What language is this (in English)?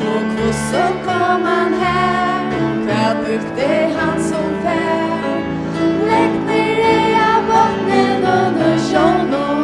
Faroese